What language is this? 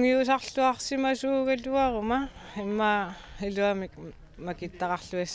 Kalaallisut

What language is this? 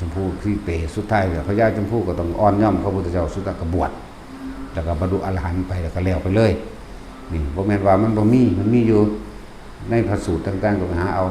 Northeastern Thai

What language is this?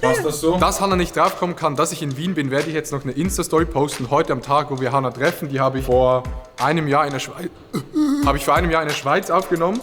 Swiss German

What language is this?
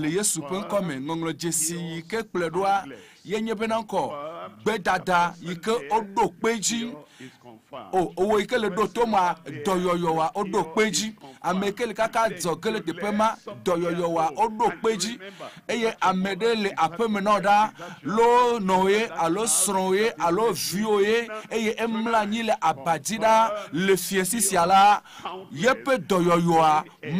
Ewe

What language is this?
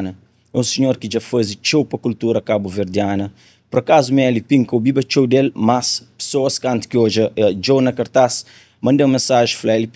Kabuverdianu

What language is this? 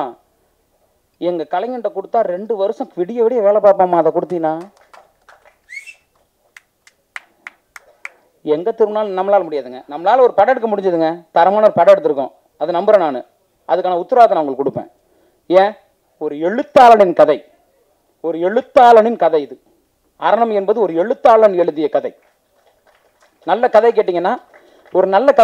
Tamil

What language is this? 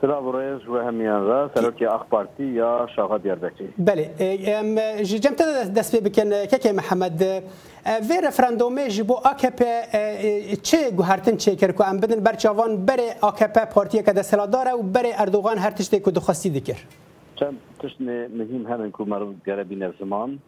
Kurdish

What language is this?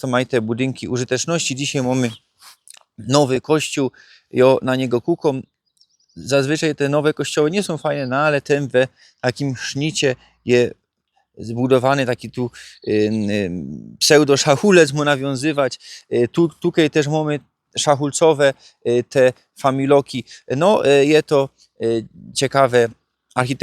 Silesian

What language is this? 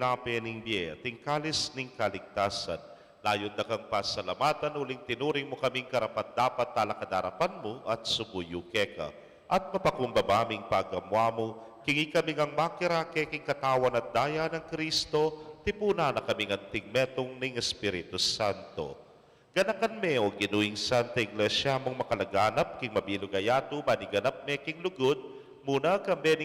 Pampanga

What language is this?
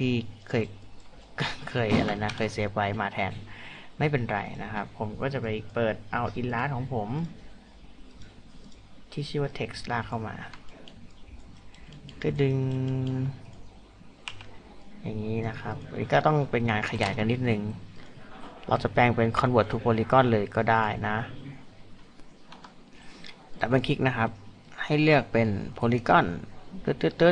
Thai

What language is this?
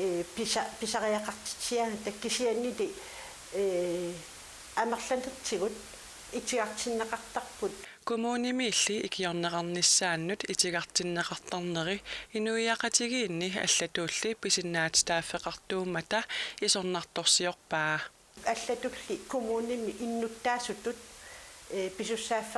Kalaallisut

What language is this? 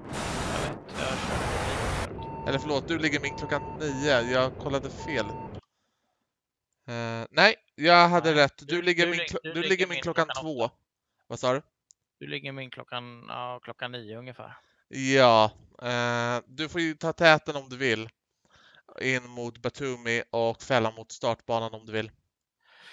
Swedish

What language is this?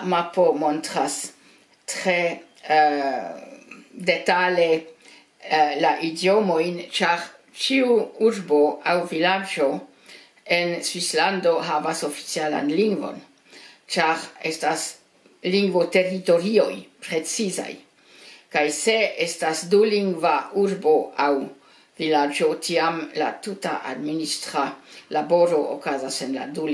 Esperanto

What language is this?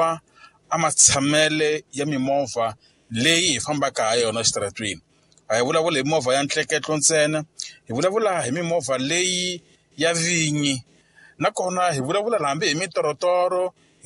Tsonga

